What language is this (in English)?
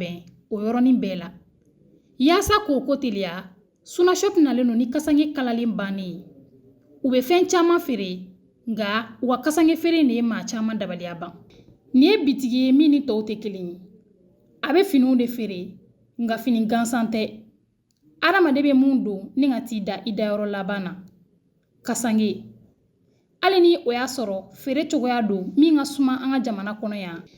Bambara